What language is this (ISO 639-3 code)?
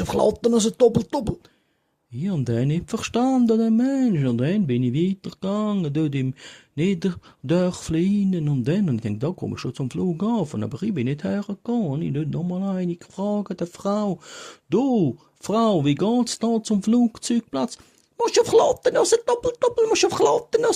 gsw